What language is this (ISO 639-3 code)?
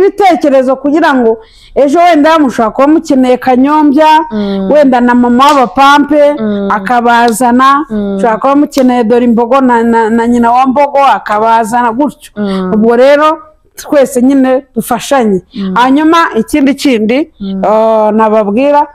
kin